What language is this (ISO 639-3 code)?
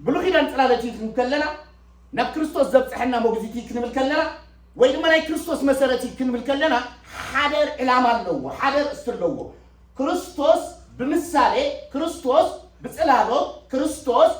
tir